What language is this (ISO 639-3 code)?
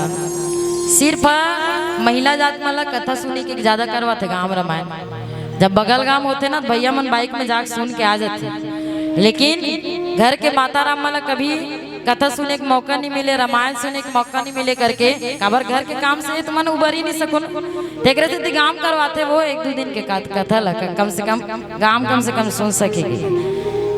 hne